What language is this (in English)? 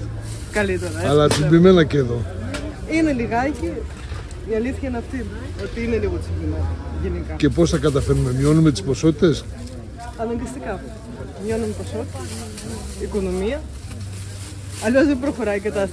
Greek